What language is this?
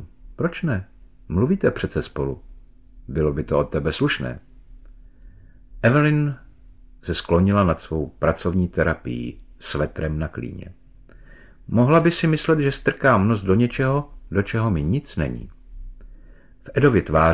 Czech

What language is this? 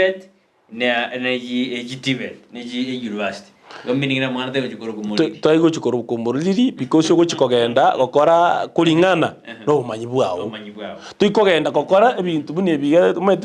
Gusii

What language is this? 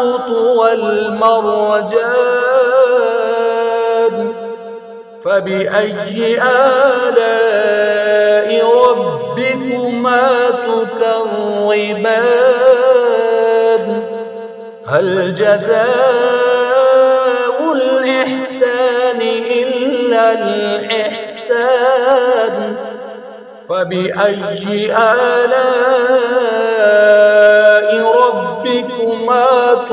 Arabic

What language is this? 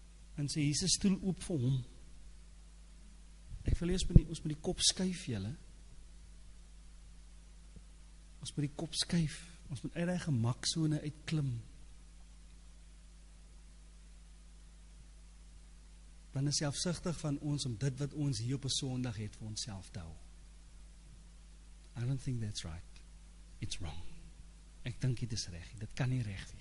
Afrikaans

